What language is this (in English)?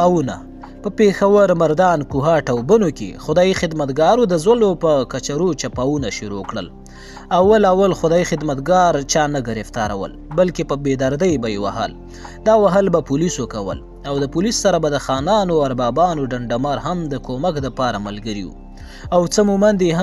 Pashto